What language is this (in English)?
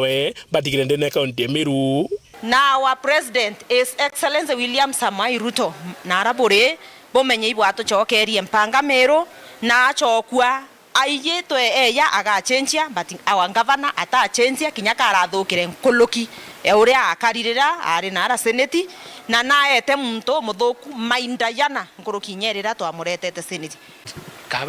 Meru